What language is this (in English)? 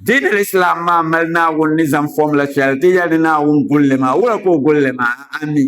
Dagbani